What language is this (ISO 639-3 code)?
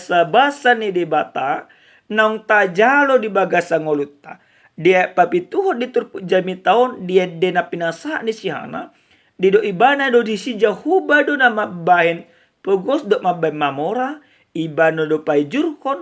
bbc